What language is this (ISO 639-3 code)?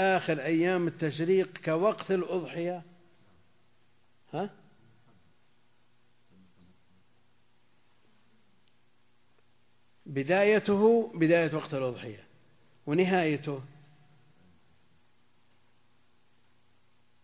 ara